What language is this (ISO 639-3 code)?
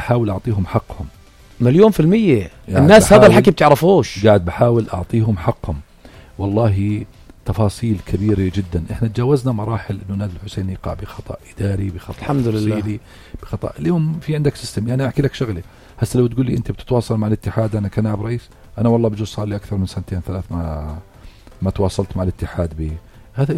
apc